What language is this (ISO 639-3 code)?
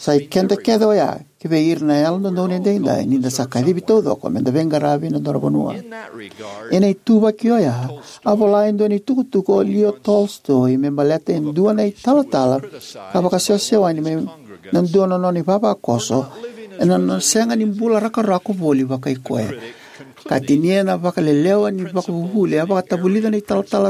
fij